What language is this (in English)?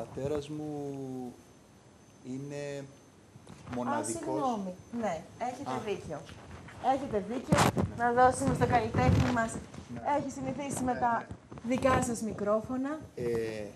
Greek